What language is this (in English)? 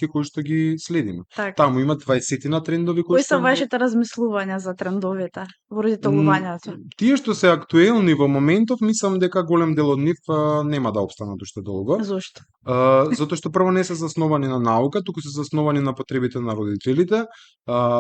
Macedonian